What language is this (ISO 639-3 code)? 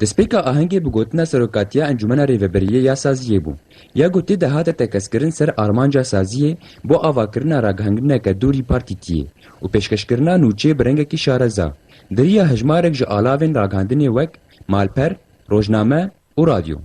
kur